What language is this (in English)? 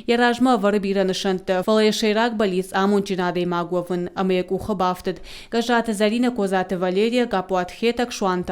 Ossetic